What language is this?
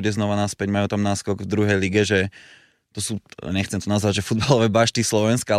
Slovak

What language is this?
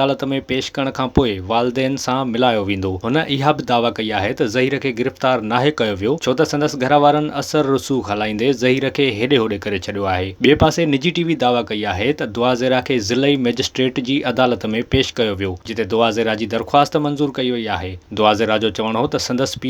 Sindhi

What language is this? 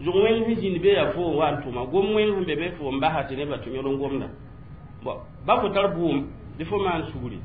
Mossi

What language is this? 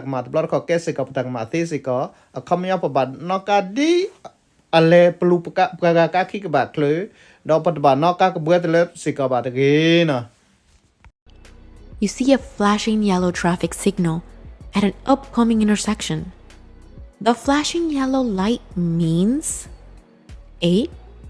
S'gaw Karen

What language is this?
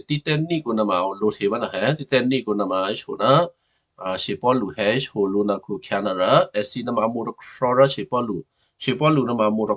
Western Kayah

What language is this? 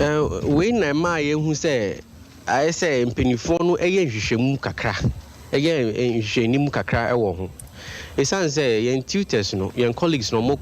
Akan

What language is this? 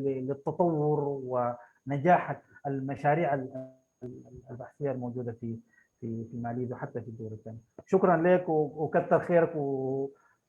Sudanese Arabic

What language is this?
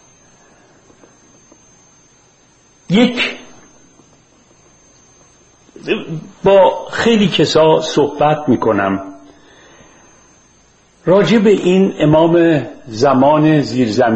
Persian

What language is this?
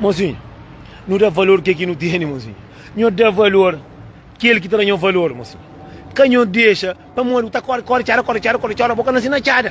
Kabuverdianu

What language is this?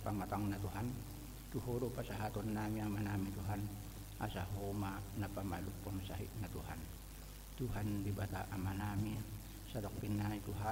Batak Toba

